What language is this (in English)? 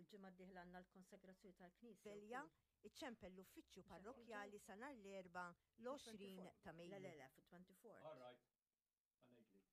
Maltese